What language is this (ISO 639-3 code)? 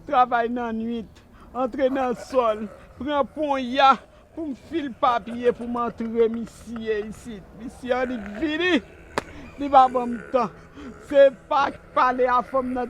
hat